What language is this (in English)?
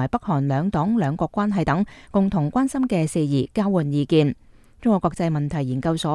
Cantonese